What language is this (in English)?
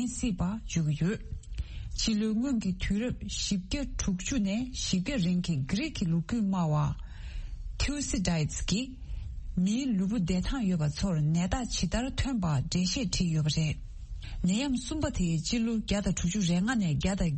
Tibetan